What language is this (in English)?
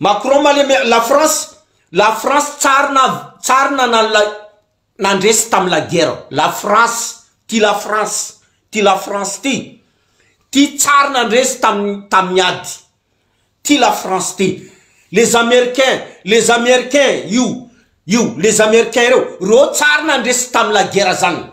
Malagasy